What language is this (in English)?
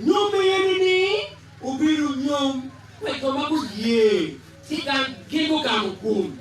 Acoli